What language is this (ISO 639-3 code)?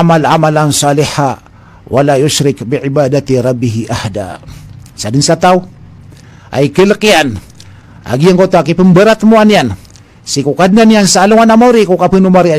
mrw